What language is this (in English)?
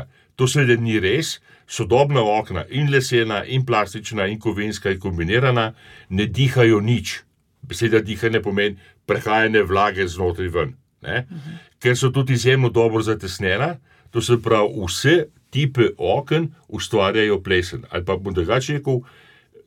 Slovenian